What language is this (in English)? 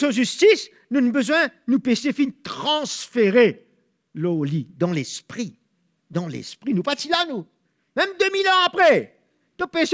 Morisyen